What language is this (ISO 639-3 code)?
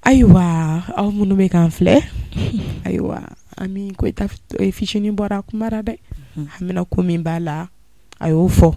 bam